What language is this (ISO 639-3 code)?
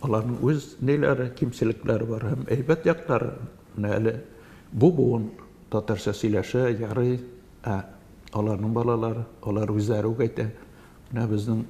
tat